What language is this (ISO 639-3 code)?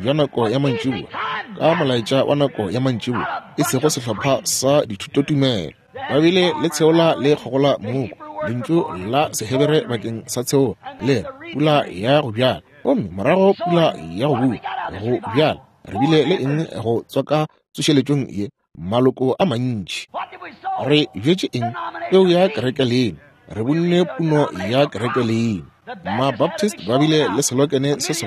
nso